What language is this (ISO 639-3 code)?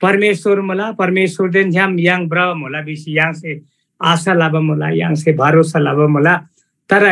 taj